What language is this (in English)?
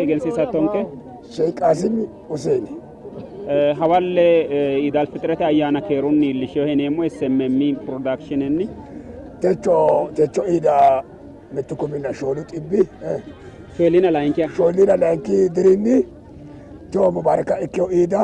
Sidamo